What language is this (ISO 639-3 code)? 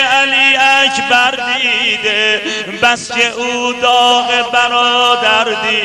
fas